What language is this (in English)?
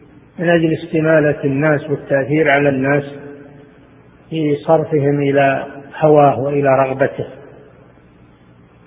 Arabic